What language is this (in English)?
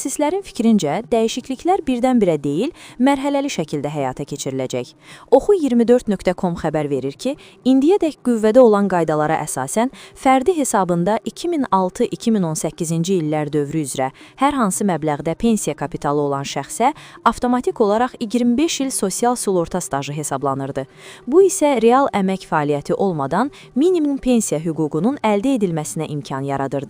Azerbaijani